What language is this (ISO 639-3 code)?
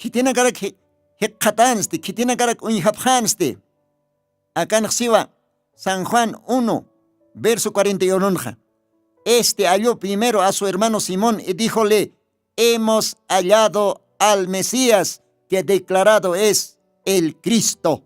aym